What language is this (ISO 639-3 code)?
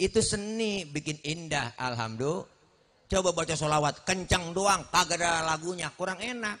bew